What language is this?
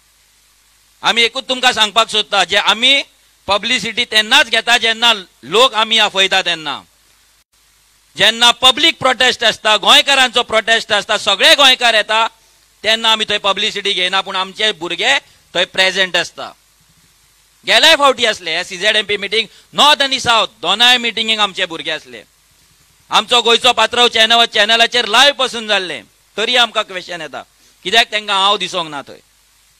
Konkani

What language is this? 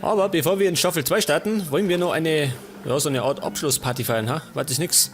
Bavarian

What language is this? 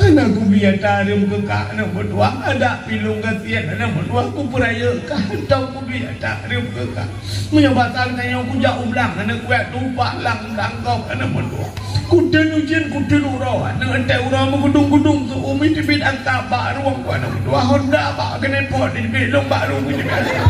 Achinese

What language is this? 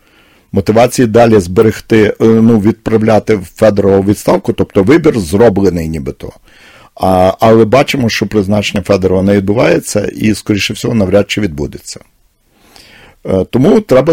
Ukrainian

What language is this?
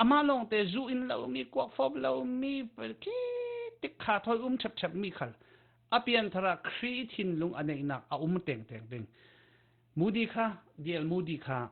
Falam Chin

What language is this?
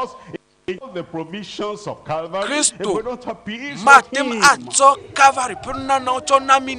Ewe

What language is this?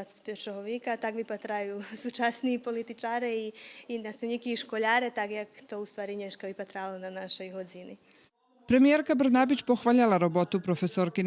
Rusyn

